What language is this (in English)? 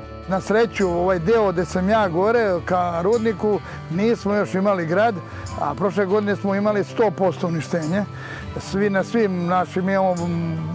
Serbian